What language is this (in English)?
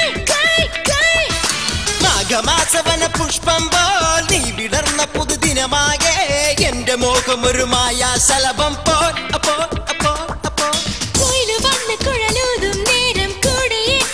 Malayalam